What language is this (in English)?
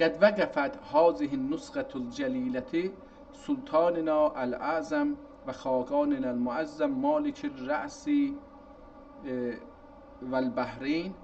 South Azerbaijani